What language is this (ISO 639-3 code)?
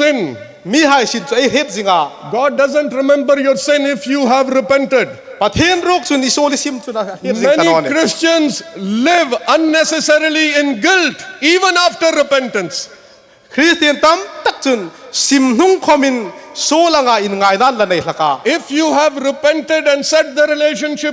hmr